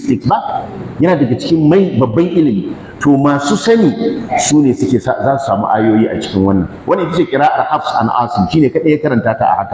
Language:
Hausa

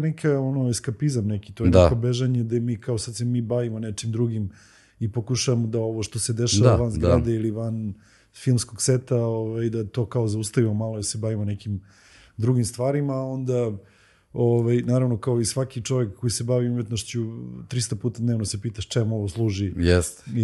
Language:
Serbian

